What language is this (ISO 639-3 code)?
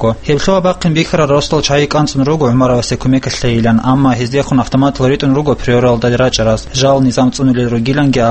ava